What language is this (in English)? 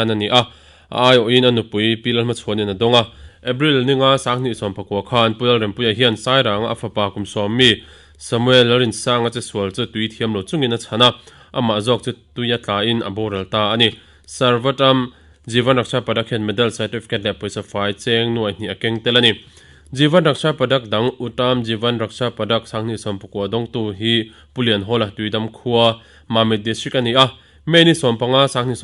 Mizo